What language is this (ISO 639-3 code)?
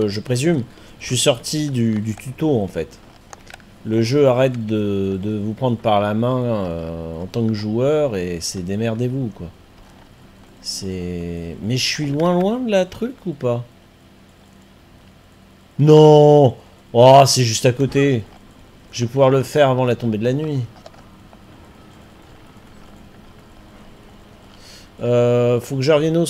fra